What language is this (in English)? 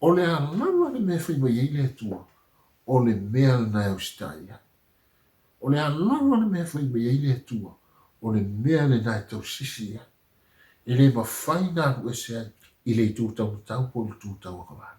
Samoan